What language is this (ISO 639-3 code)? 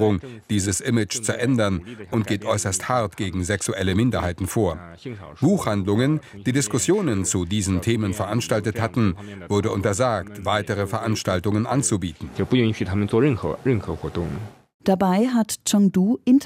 deu